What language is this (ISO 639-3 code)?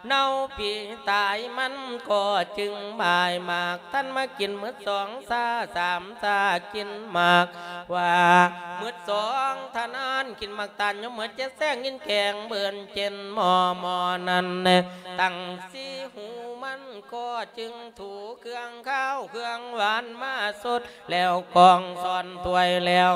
lao